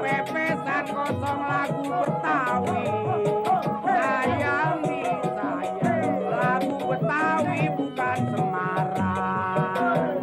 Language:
Betawi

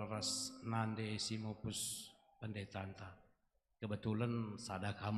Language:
Batak Karo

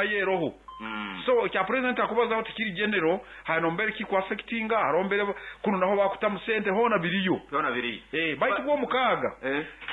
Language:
Nyoro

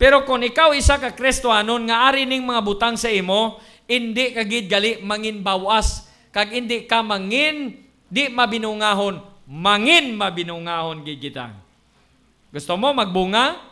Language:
Hiligaynon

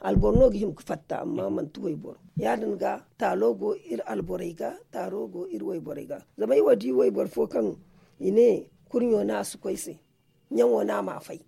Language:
Zarma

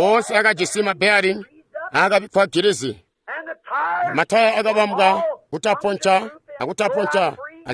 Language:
Tonga (Zambia)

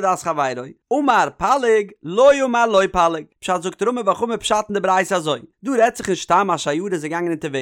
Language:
Yiddish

